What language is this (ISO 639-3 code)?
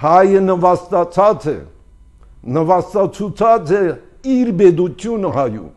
hye